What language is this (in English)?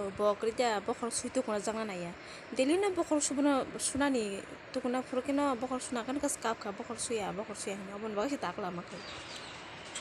Kok Borok